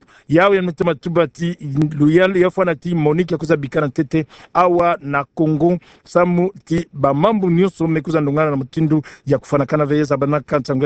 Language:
Kituba (Democratic Republic of Congo)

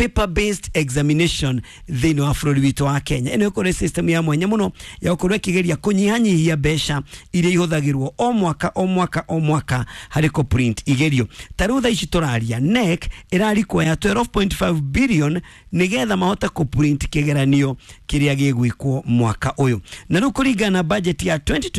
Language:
Kikuyu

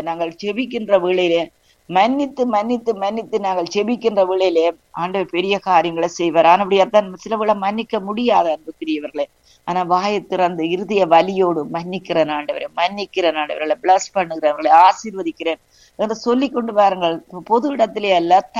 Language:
Tamil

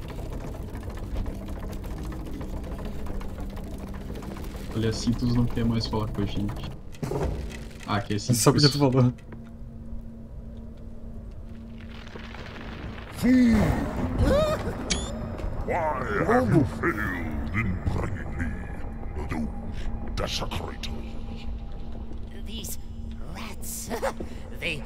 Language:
Portuguese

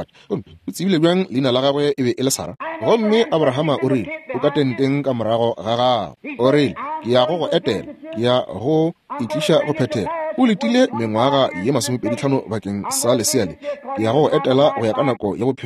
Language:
Northern Sotho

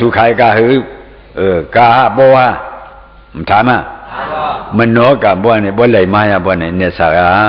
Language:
Shan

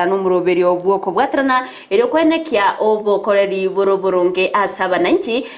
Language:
Gusii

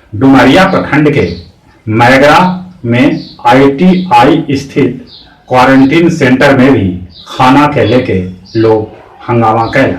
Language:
Magahi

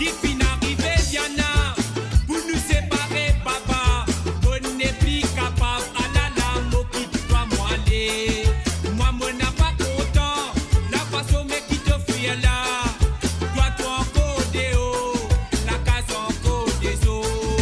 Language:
Morisyen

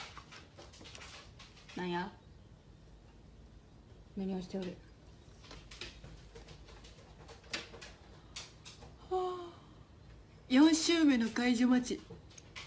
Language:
Japanese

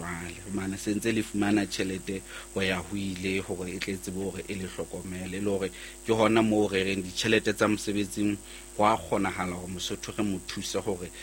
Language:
Southern Sotho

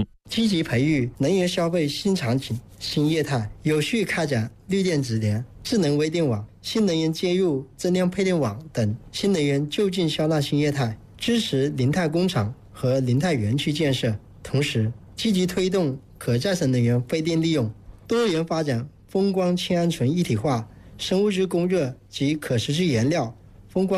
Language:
Chinese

